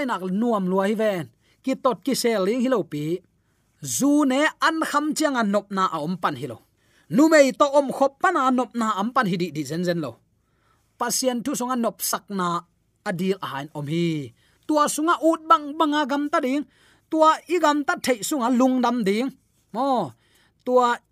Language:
Tedim Chin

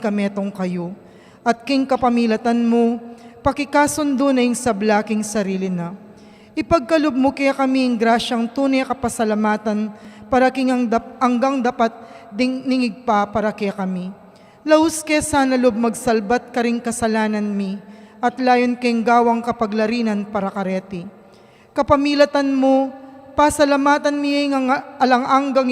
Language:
Pampanga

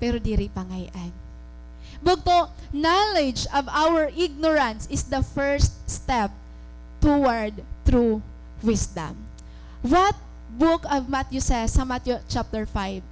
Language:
Waray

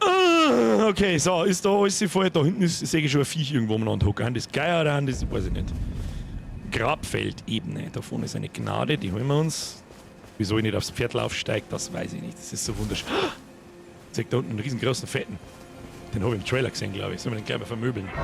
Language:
Bavarian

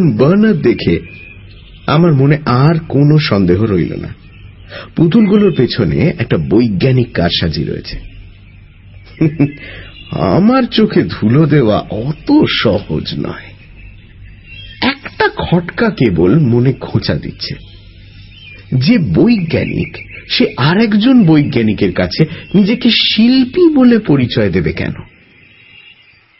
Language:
Bangla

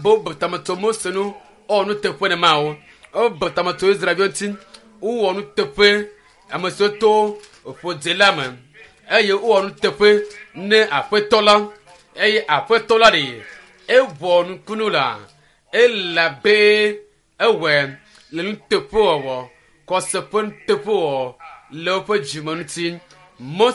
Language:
Ewe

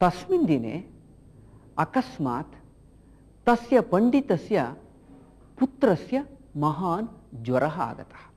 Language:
Sanskrit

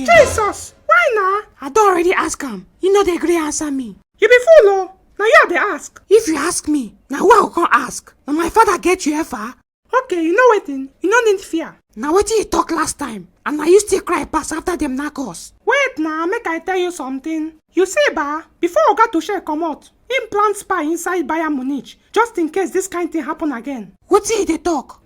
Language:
Nigerian Pidgin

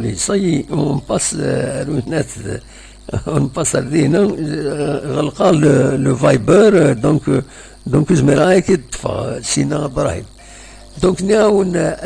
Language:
Kabyle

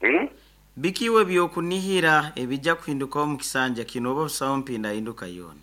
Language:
Nyoro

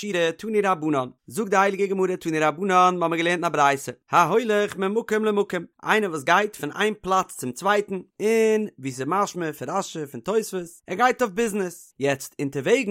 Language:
Yiddish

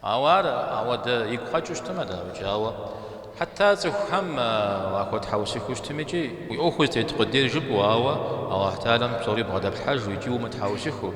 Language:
Kabardian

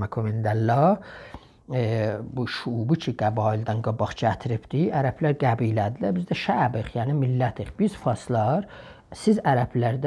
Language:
South Azerbaijani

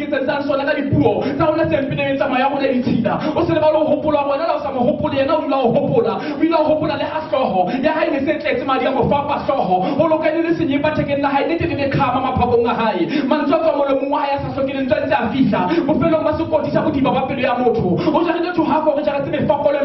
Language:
Southern Sotho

